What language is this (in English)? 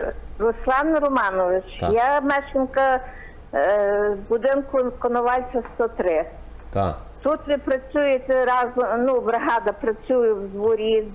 Ukrainian